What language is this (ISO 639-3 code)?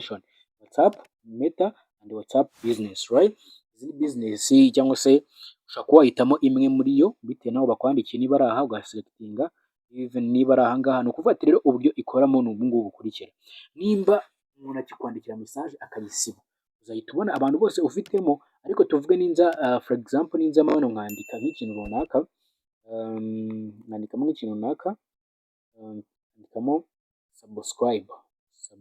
kin